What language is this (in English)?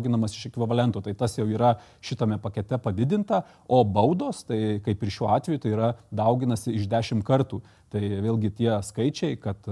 Lithuanian